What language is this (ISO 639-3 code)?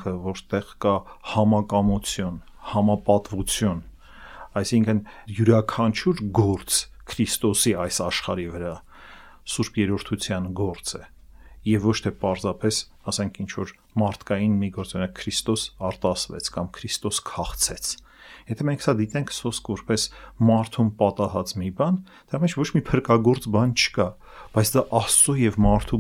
hye